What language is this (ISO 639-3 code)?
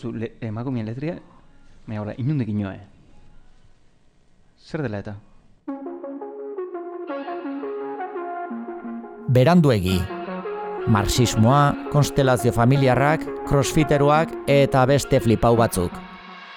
eus